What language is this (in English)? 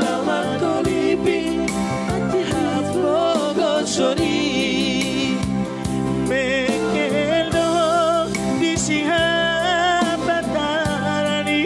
Batak Toba